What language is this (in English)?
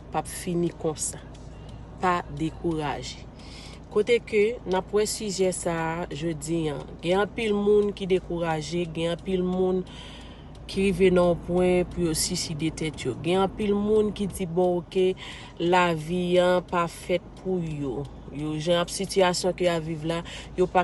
Haitian Creole